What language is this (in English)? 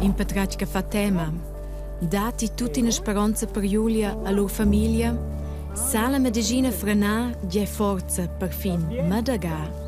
Romansh